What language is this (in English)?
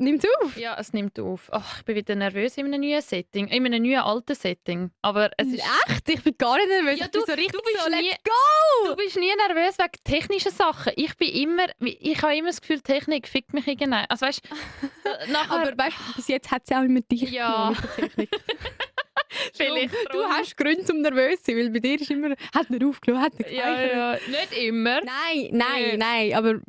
Swiss German